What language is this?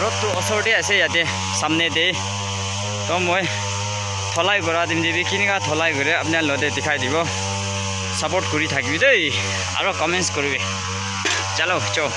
Naga Pidgin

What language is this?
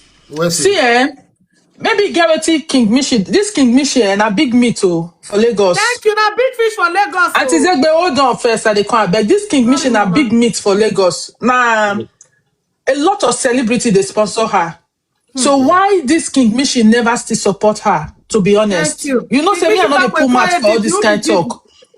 Nigerian Pidgin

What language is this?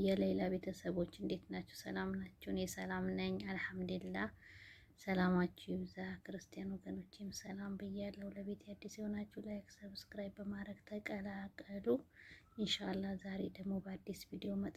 Amharic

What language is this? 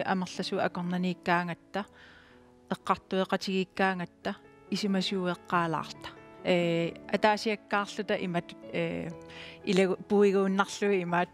Kalaallisut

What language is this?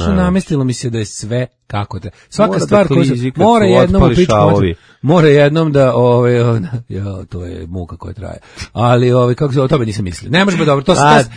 Serbian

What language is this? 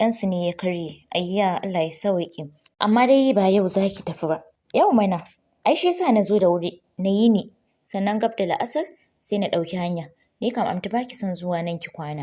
Hausa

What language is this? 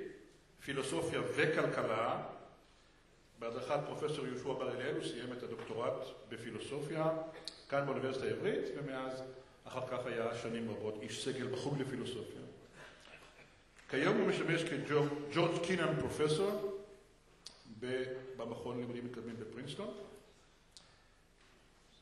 Hebrew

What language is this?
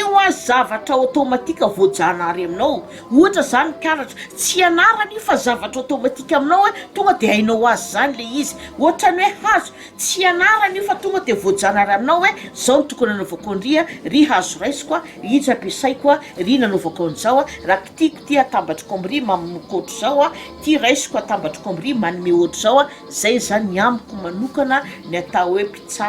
Malagasy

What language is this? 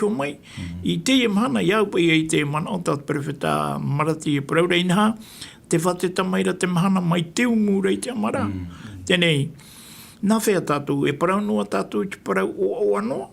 Tahitian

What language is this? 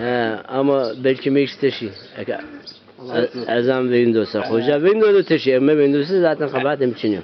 Zaza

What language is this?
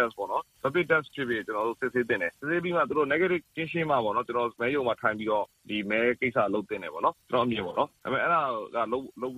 Burmese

